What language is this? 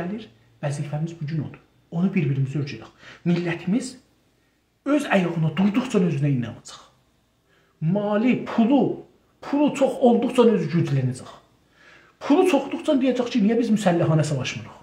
South Azerbaijani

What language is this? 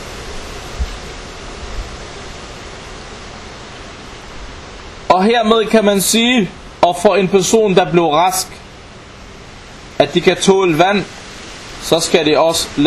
Danish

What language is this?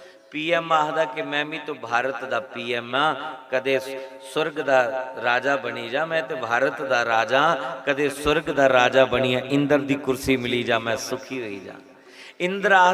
Dogri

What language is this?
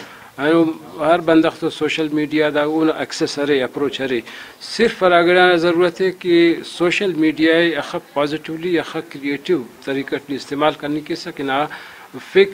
Brahui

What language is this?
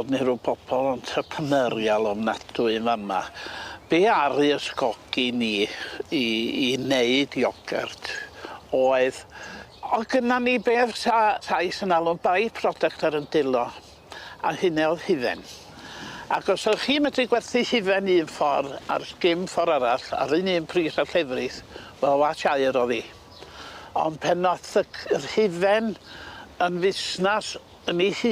Welsh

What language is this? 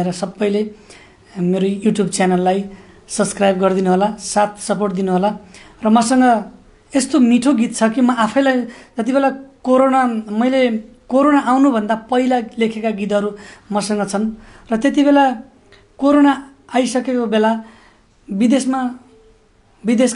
Nepali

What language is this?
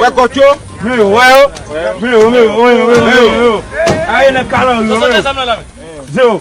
Haitian Creole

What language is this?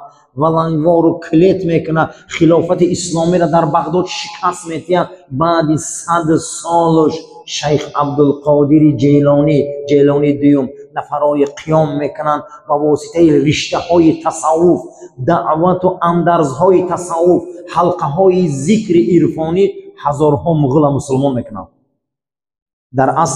Persian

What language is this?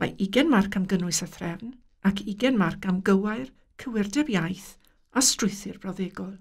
Welsh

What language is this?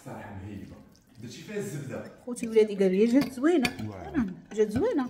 Moroccan Arabic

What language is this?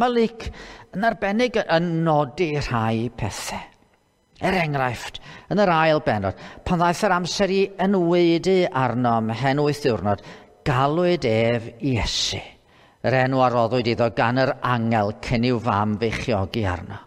Welsh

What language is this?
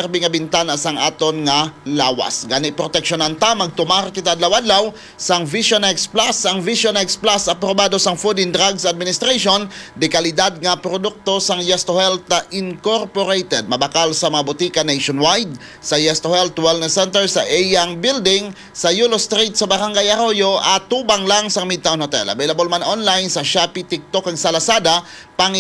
Hiligaynon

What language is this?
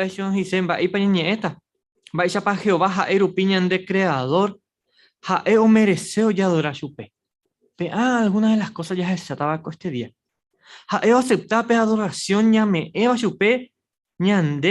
Guarani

